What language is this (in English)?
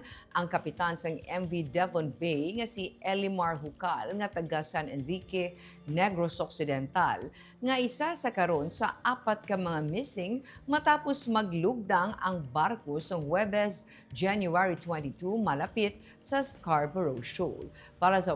Hiligaynon